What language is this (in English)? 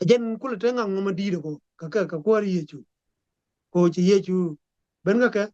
Nuer